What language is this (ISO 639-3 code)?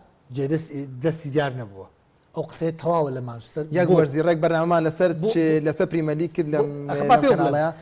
ckb